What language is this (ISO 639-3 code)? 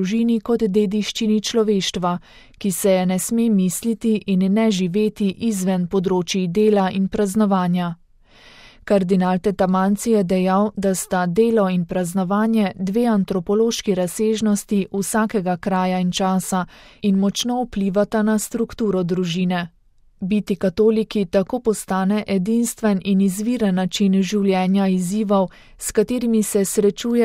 slv